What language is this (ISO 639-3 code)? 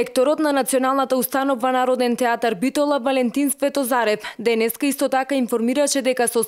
mkd